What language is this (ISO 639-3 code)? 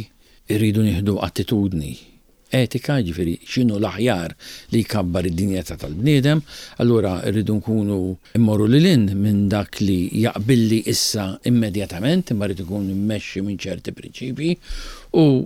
mlt